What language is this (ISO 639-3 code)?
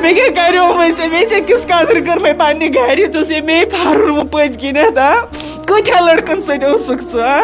kas